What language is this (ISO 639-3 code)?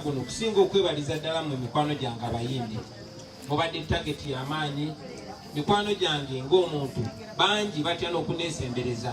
lug